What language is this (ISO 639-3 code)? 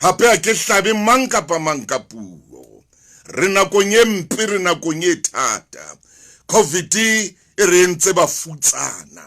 sot